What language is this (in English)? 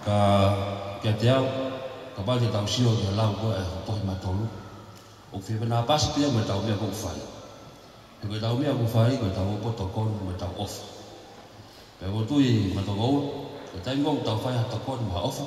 Tongan